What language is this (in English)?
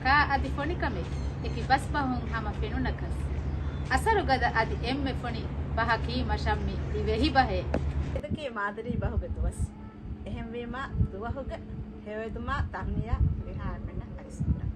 Divehi